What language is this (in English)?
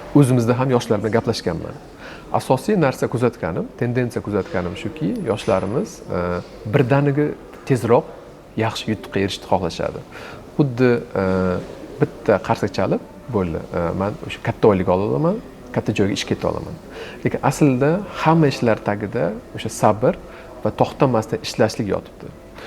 Uzbek